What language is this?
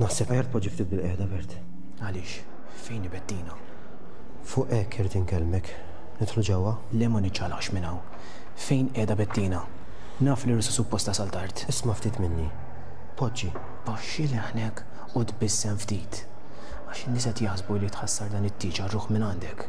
Maltese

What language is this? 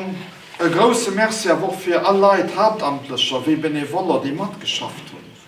Luxembourgish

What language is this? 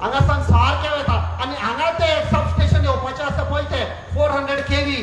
Konkani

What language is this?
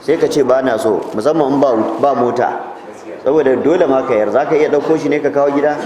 Hausa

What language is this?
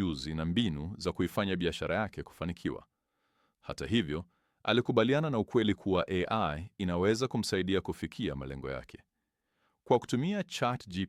Swahili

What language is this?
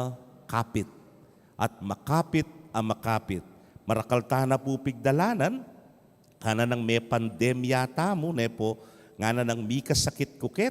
Pampanga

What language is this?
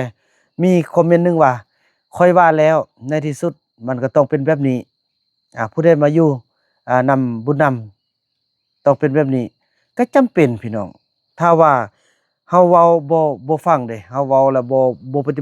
Northeastern Thai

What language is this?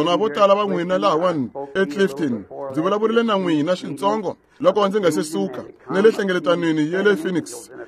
Tsonga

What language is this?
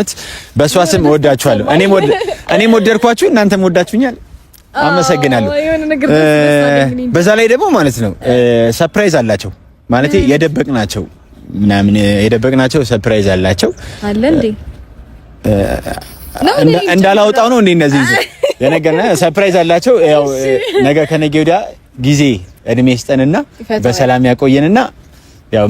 Amharic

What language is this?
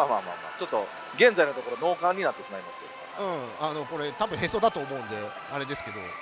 Japanese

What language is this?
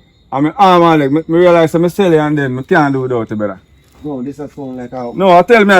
Jamaican Creole English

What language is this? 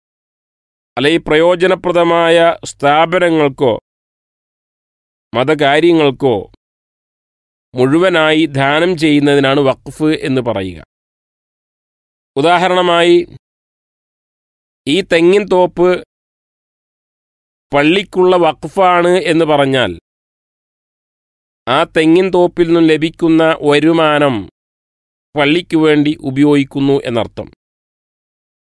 Malayalam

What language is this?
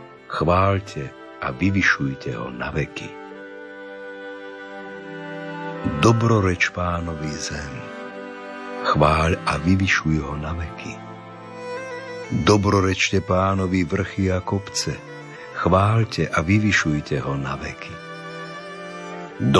Slovak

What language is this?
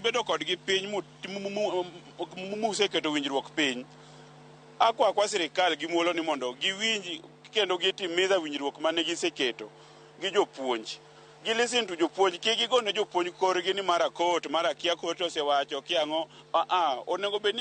Luo (Kenya and Tanzania)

